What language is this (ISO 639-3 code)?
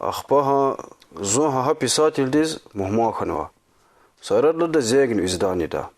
lez